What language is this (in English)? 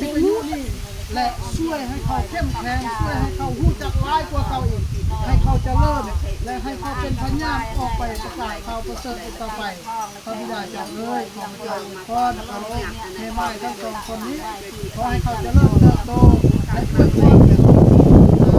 Lao